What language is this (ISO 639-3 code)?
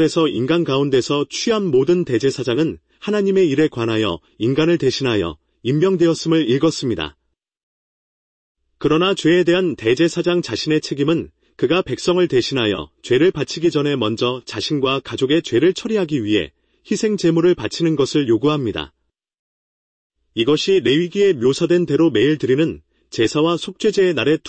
kor